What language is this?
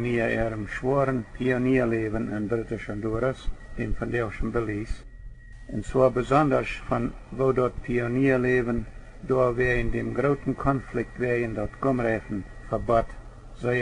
Plautdietsch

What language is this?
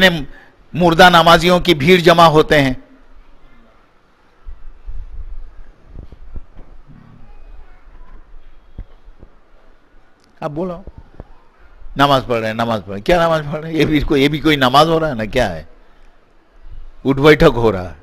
Urdu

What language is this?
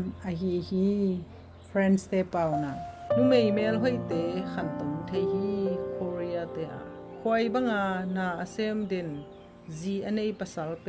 Tedim Chin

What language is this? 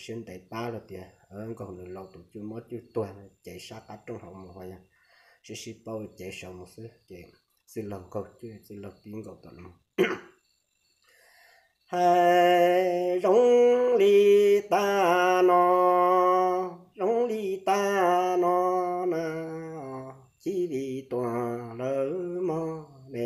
Vietnamese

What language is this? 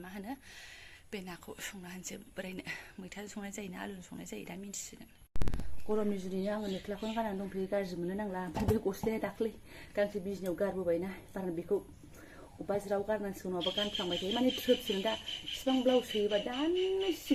Bodo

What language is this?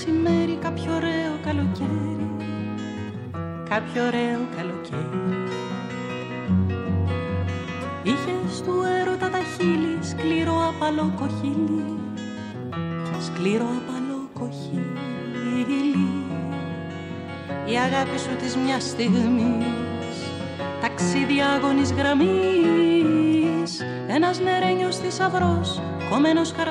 Greek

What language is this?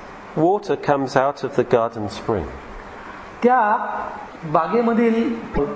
Marathi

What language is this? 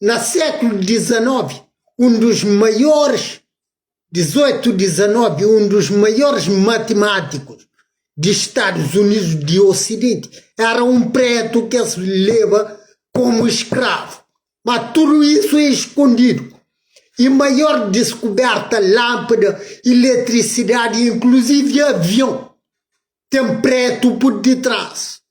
Kabuverdianu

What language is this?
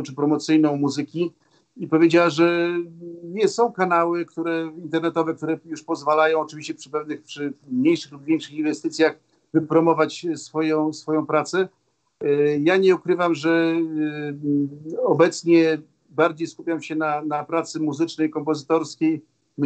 Polish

